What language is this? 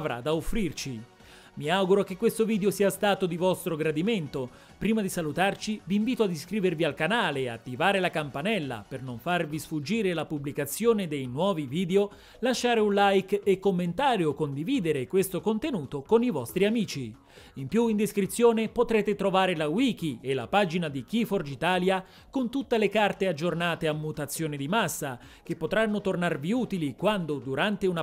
Italian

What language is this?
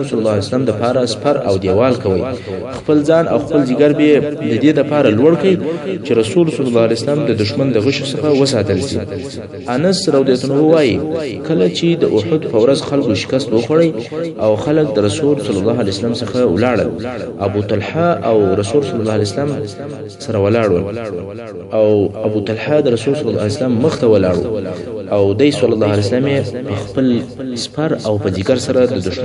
Pashto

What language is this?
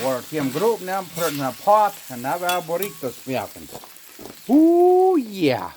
Plautdietsch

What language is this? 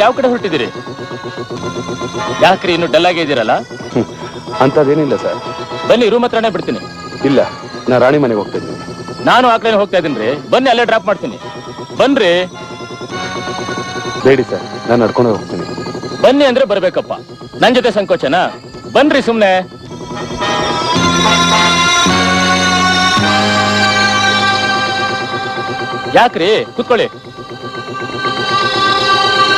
Kannada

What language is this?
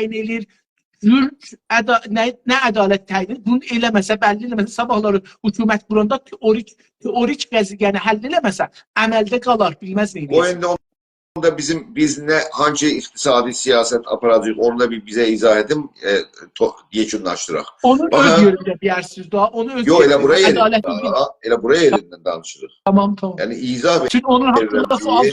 South Azerbaijani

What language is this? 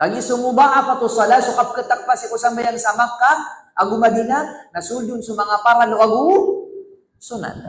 Maranao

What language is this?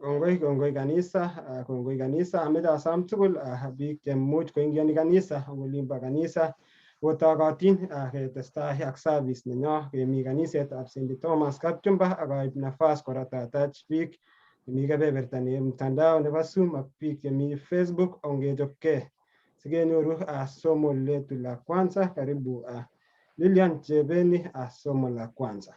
Kalenjin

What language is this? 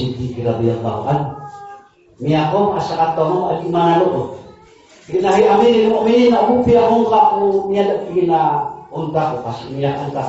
Maranao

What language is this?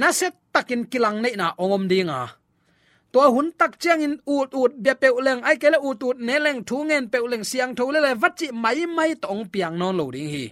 Tedim Chin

